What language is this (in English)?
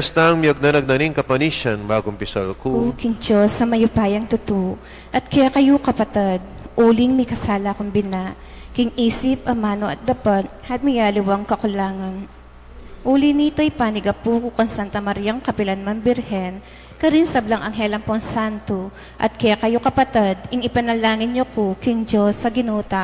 Pampanga